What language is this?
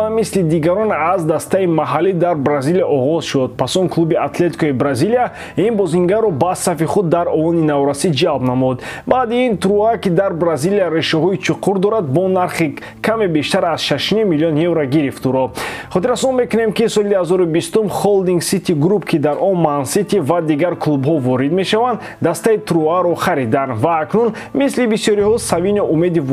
Tajik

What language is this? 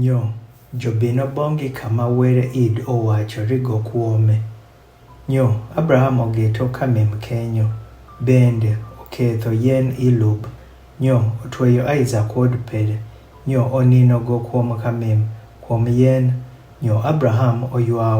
Adhola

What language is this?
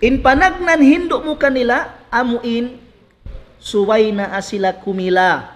Tausug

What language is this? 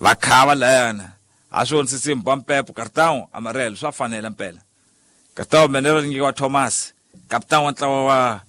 Tsonga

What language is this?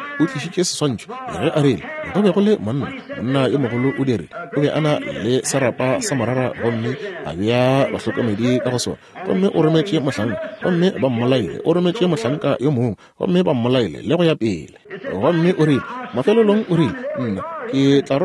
Northern Sotho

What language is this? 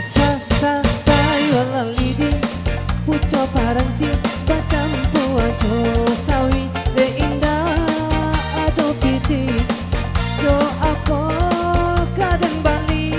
Minangkabau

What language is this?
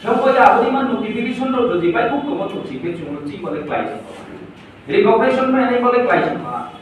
Riang (India)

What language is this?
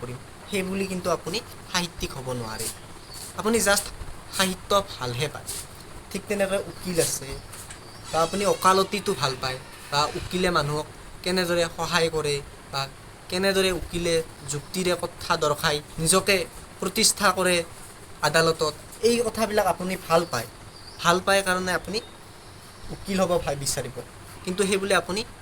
Assamese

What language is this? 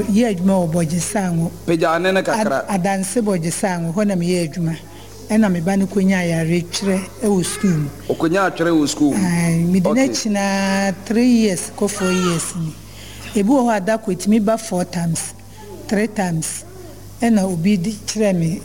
Akan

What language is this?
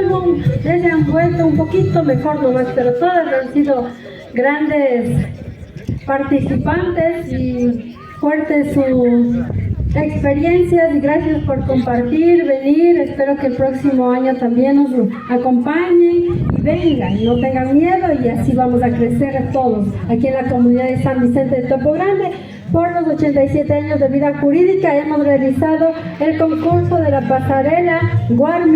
Imbabura Highland Quichua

